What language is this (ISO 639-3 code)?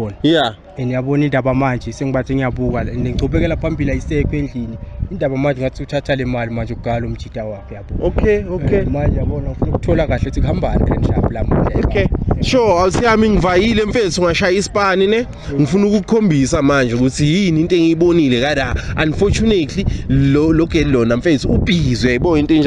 zul